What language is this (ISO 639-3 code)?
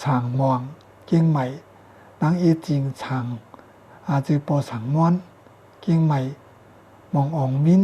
shn